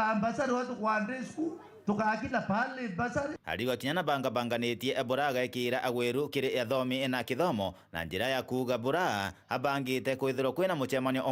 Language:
Meru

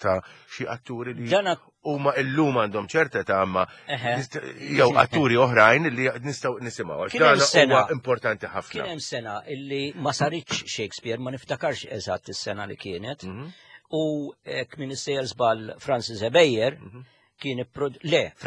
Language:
Maltese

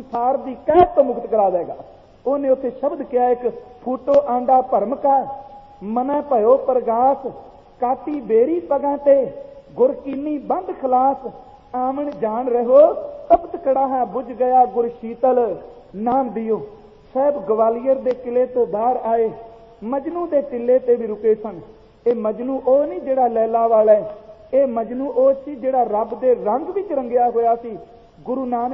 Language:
Punjabi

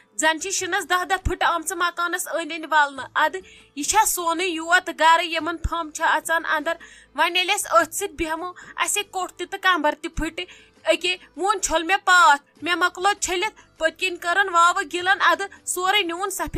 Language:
Kashmiri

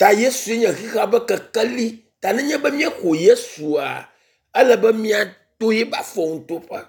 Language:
Ewe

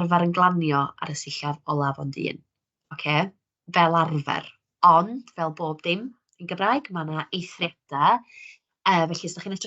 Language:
Welsh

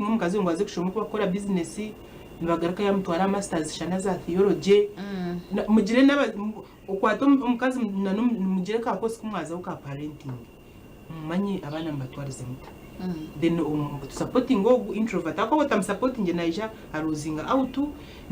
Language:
Nyankole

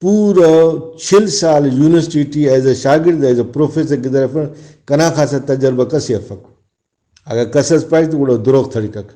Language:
Brahui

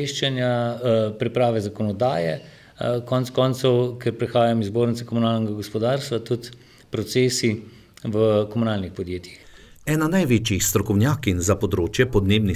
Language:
Slovenian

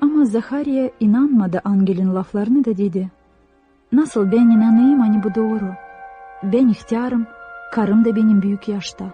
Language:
Gagauz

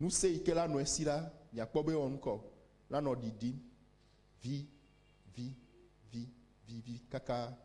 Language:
Ewe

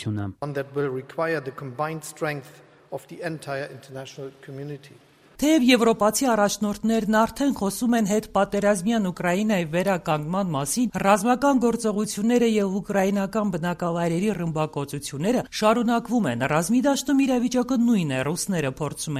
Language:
Armenian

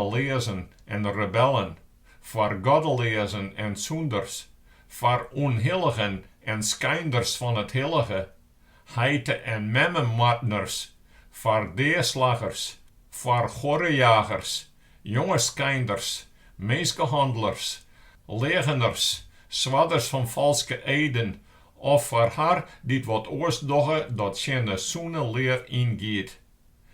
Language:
Western Frisian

